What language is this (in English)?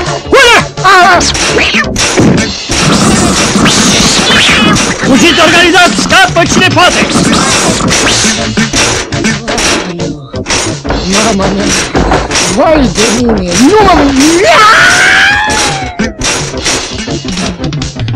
Romanian